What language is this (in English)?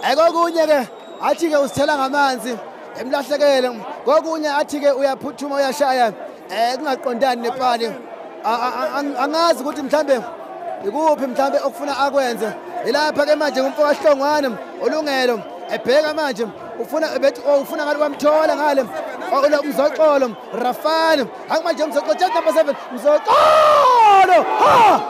Zulu